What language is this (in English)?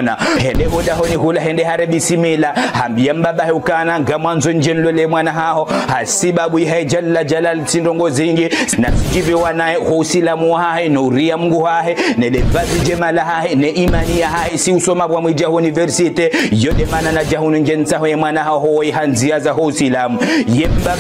Ngazidja Comorian